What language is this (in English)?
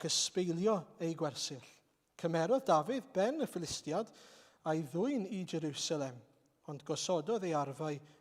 Welsh